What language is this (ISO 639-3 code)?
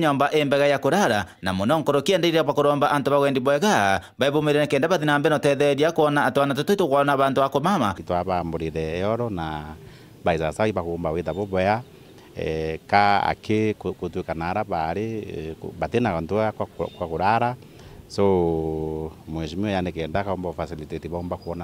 mer